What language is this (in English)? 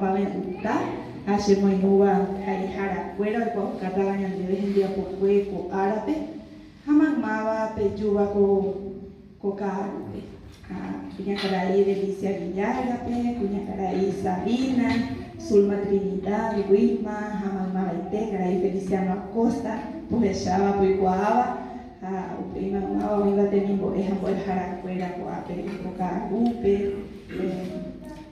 Guarani